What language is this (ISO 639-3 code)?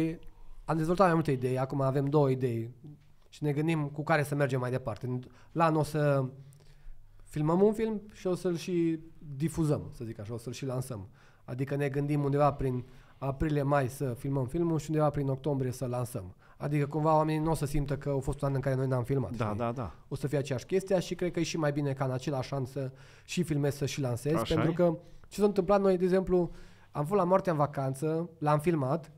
ron